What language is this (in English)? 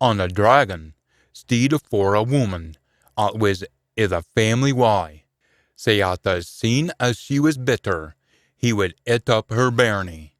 Scots